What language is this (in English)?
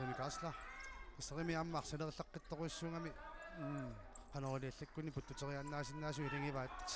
Kalaallisut